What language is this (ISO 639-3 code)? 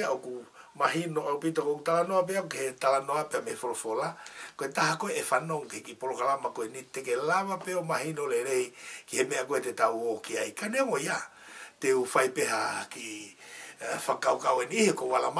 ton